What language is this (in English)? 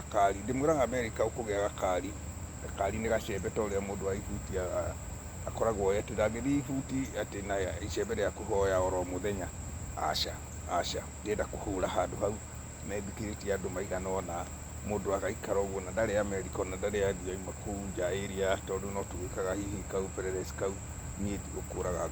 Kikuyu